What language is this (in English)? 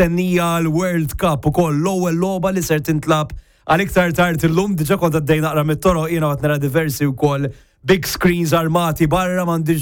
Maltese